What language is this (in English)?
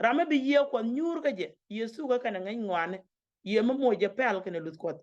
Nuer